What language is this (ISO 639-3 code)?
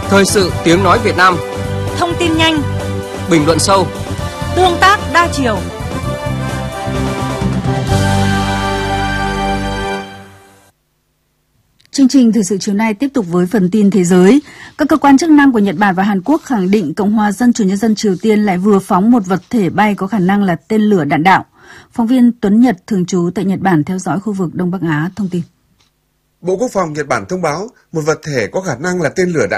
vie